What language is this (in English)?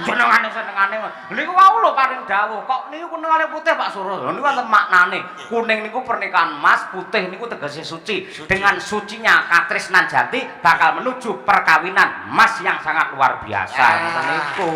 Javanese